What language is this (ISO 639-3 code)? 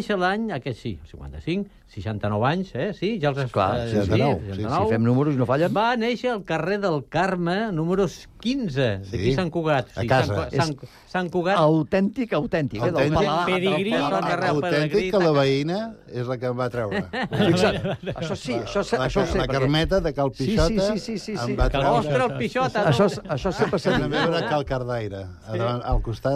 cat